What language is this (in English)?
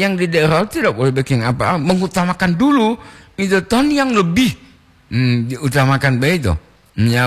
Gorontalo